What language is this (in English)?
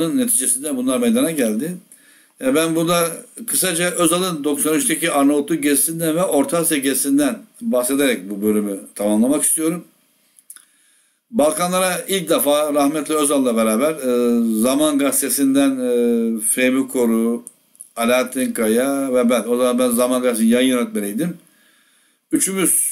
Turkish